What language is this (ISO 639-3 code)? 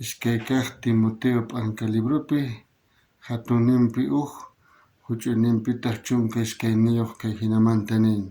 quh